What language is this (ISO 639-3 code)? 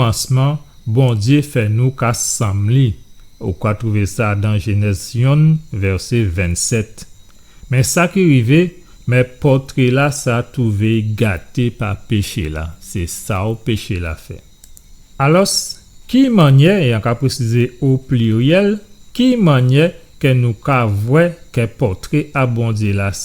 gcf